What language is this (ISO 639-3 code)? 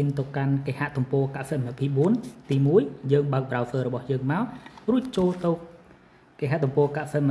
khm